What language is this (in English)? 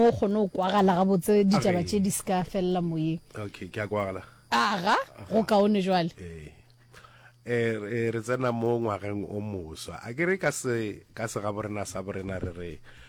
Northern Sotho